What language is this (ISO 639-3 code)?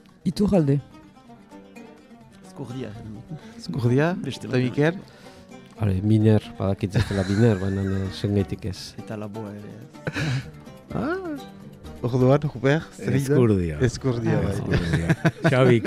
eus